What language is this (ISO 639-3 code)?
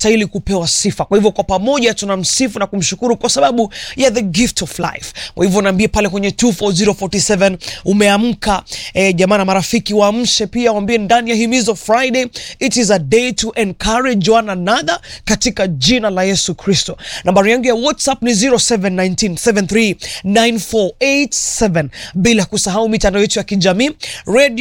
swa